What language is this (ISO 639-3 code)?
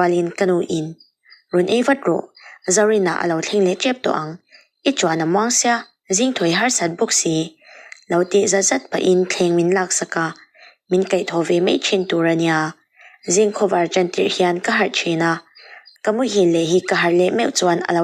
lus